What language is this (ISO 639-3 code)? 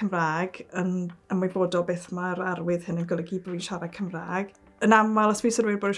cym